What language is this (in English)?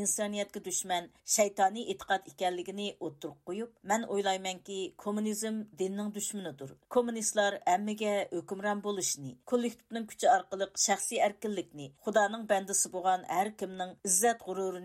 Uyghur